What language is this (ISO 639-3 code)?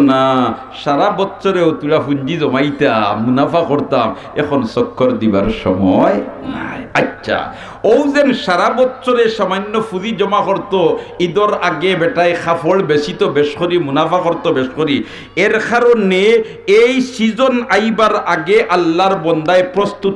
syl